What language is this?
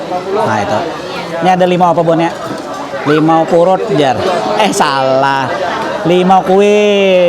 Banjar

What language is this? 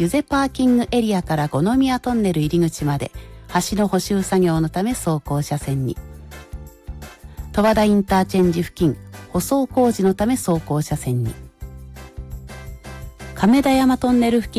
Japanese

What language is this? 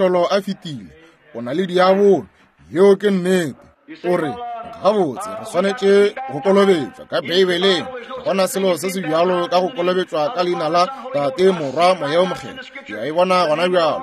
Northern Sotho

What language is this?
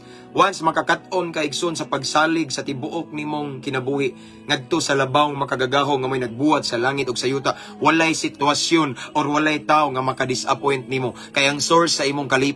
Cebuano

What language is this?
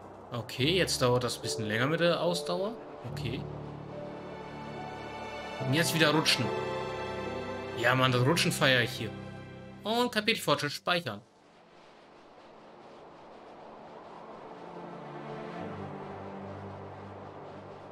German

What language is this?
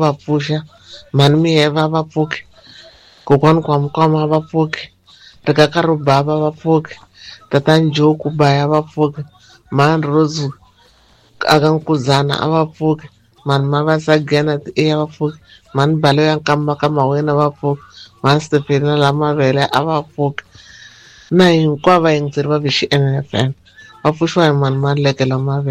Tsonga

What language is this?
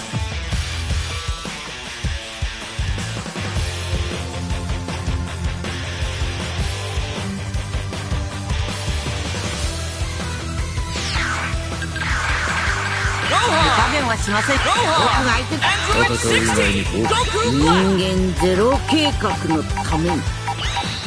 Japanese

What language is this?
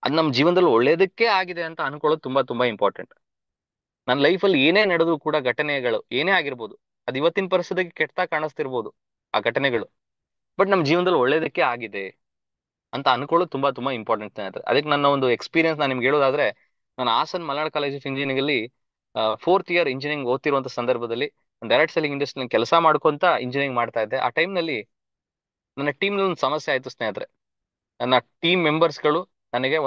Kannada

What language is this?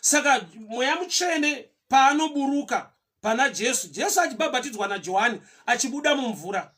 Shona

